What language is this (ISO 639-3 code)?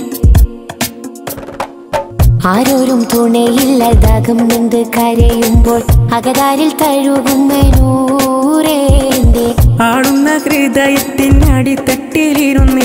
mal